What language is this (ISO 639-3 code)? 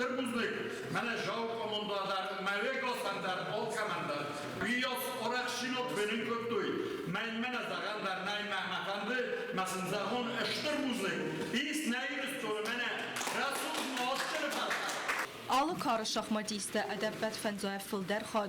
oss